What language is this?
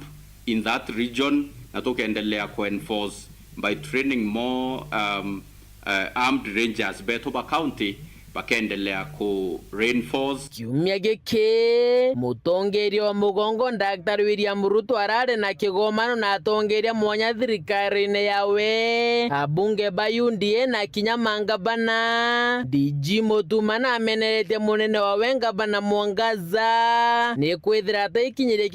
Meru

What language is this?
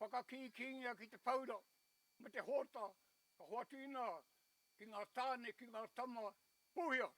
Māori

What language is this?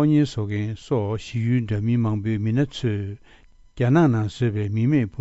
Tibetan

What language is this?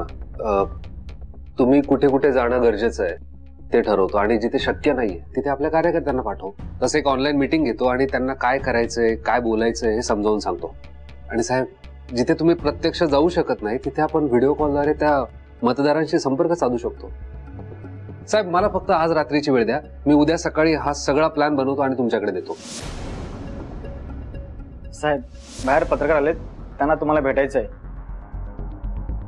Marathi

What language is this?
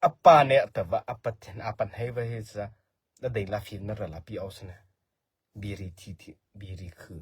Mara Chin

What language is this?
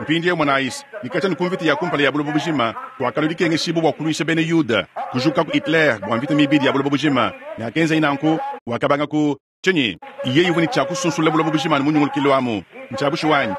Luba-Lulua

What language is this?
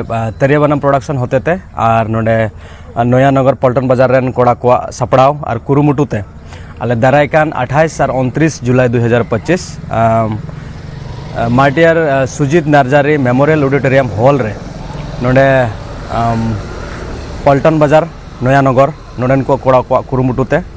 Santali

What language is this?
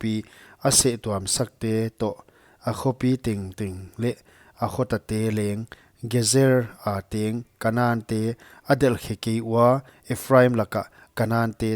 Paite Chin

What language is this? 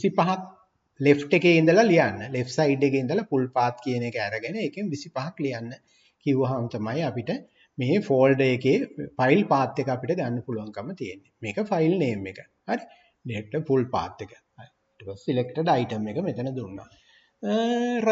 Sinhala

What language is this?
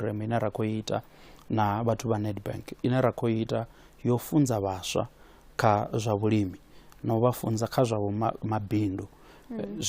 Venda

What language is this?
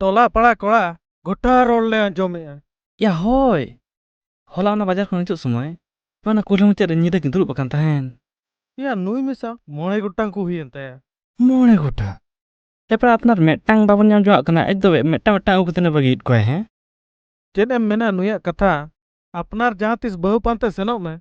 Santali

